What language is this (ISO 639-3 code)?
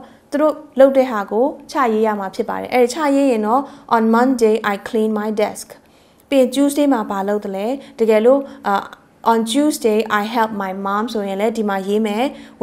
mya